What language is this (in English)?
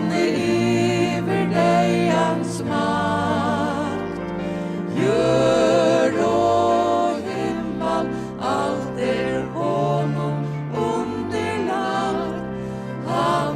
Faroese